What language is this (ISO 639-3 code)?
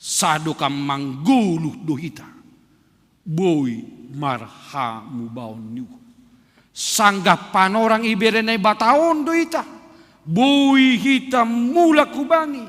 bts